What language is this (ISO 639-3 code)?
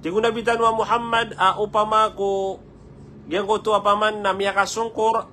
mrw